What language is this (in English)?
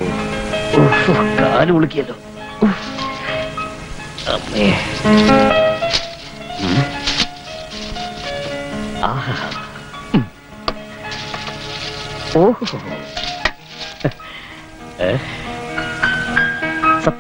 Malayalam